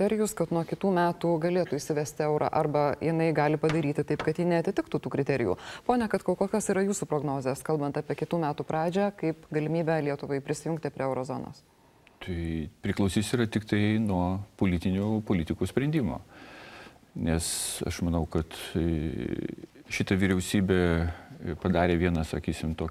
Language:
Lithuanian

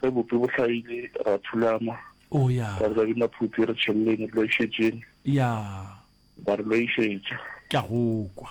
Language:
Northern Sotho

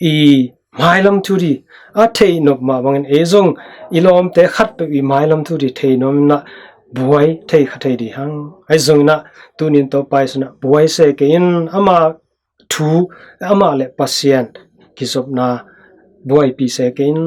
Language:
Tedim Chin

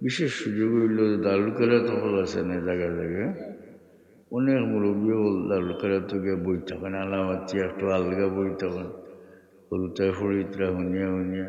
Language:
Sylheti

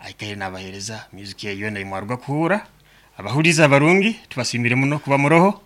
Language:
Nyankole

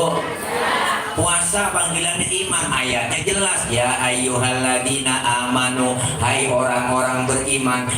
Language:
Betawi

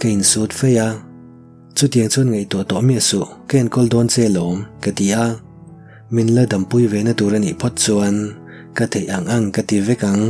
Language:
Mizo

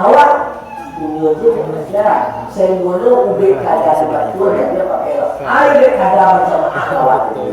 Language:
Minangkabau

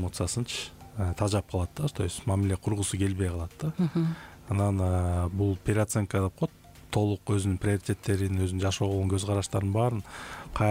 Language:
Kyrgyz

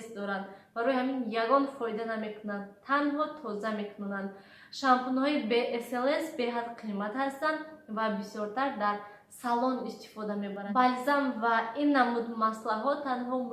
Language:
Tajik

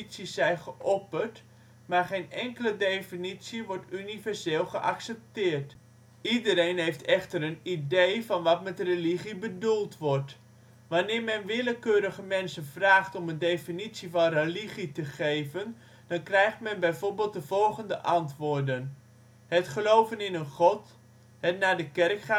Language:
Dutch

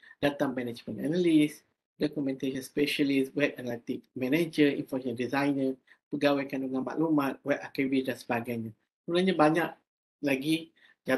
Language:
Malay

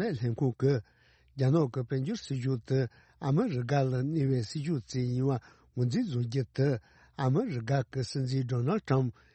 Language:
Tibetan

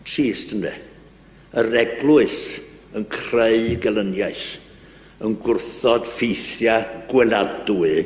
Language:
Welsh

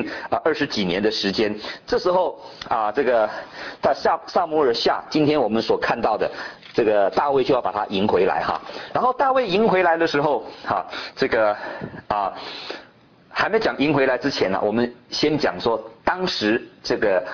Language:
Chinese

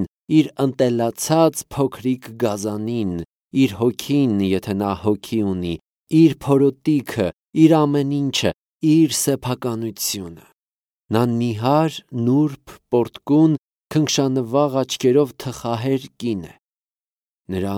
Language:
Armenian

